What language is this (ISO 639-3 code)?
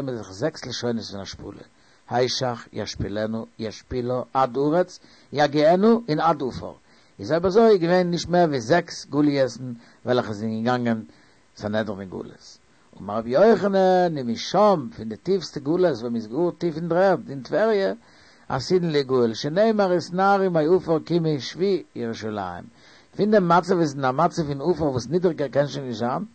yid